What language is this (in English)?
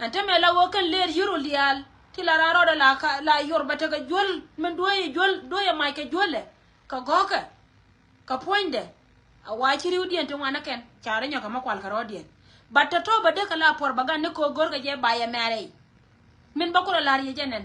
Nuer